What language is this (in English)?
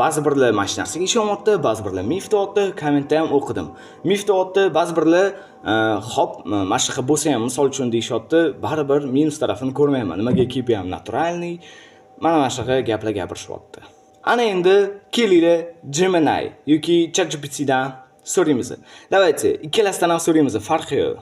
Uzbek